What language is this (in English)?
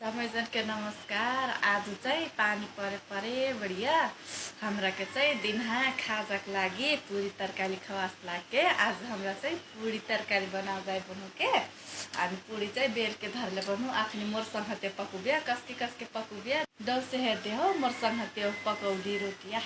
Nepali